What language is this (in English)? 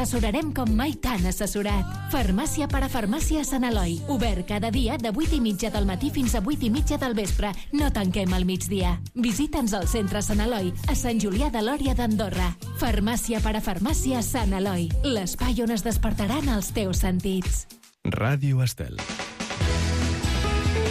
Catalan